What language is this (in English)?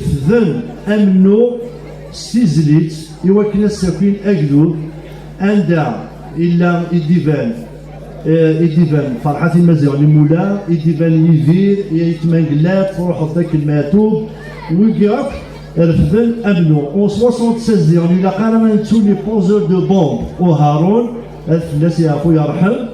Kabyle